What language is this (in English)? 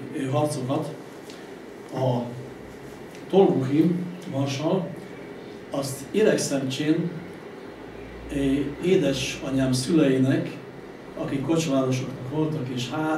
Hungarian